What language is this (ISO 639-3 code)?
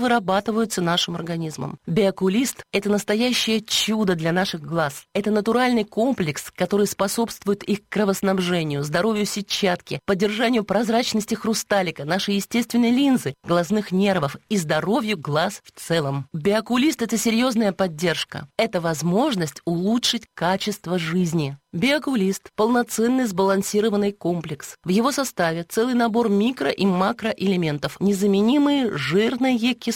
rus